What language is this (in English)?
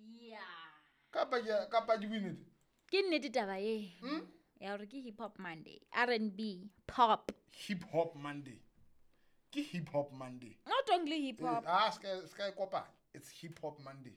Southern Sotho